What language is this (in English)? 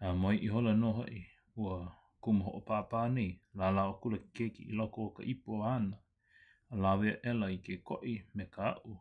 Hawaiian